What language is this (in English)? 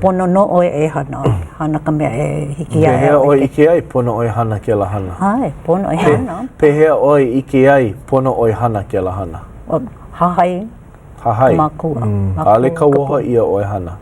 Hawaiian